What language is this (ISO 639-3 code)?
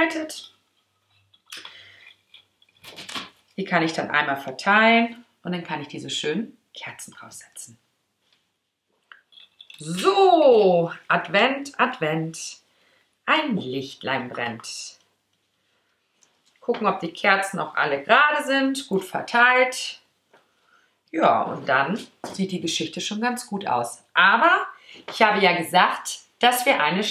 deu